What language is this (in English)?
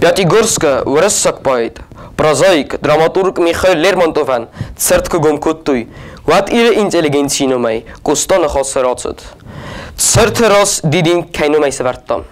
Ossetic